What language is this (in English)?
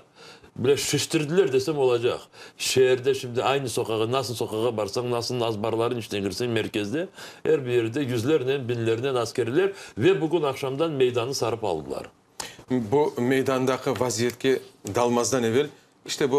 Crimean Tatar